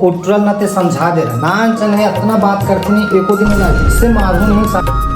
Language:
Chhattisgarhi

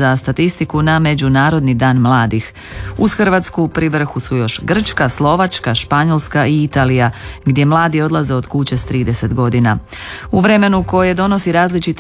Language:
Croatian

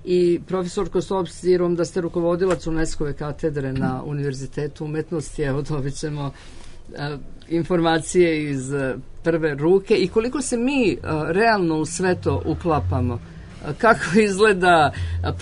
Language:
Serbian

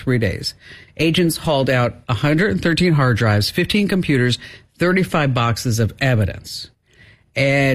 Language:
English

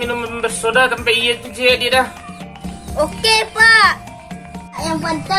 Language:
Minangkabau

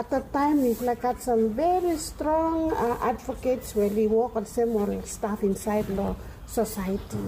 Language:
Bislama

